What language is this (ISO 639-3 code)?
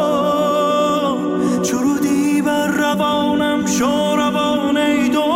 fas